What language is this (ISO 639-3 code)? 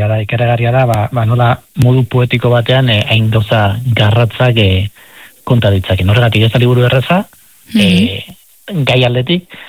eus